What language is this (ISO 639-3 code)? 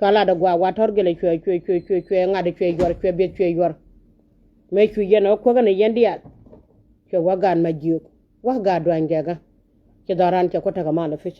nus